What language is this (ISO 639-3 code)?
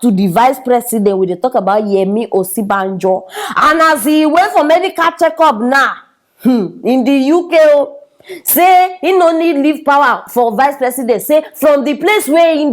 pcm